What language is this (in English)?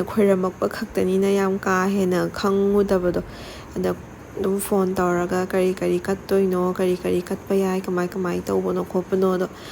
Manipuri